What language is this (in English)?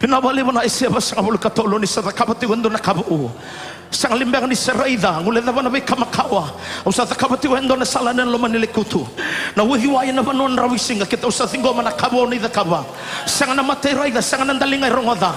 Fijian